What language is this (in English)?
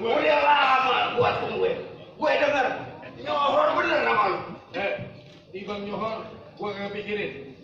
Betawi